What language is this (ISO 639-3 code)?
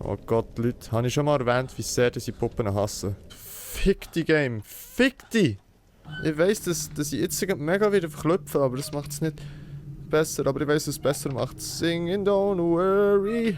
gsw